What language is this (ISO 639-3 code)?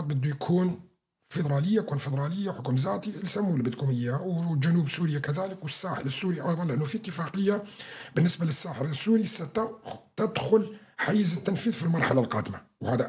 apc